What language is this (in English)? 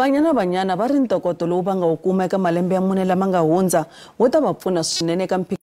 Tsonga